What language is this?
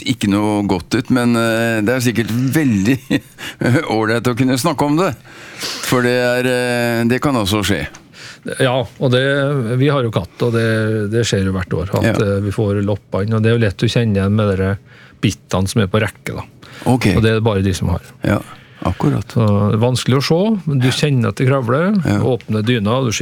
Norwegian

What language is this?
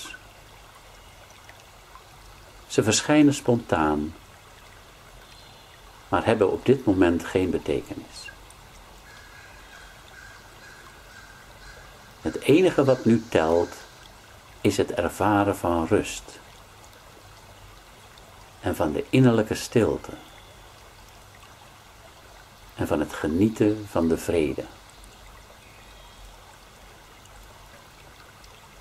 Dutch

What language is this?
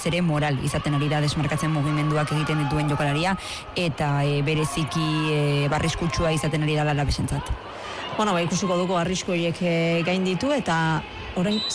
Basque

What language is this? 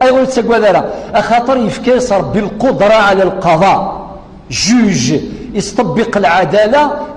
Kabyle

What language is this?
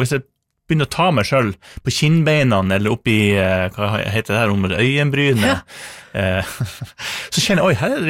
Norwegian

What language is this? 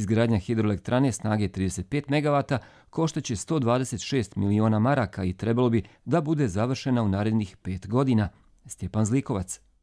Serbian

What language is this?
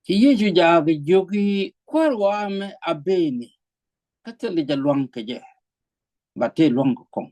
Nuer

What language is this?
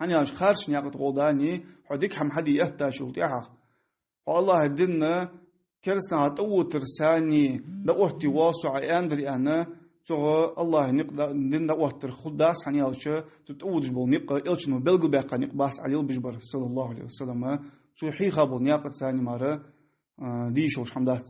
Ingush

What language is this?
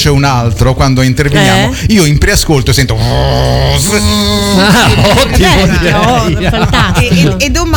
Italian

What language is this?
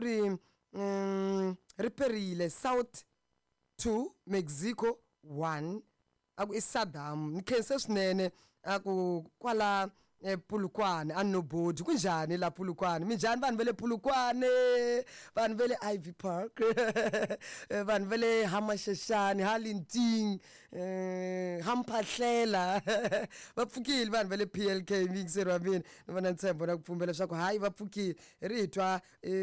Tsonga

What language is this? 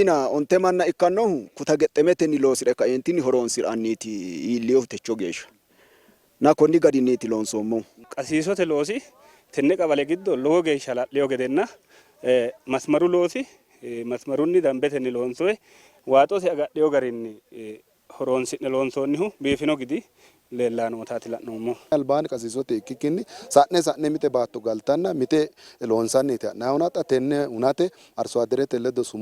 Sidamo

